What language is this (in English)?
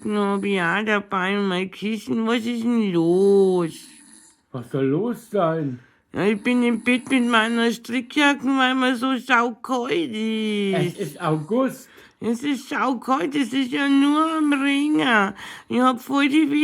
Bavarian